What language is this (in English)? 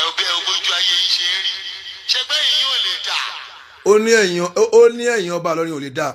Yoruba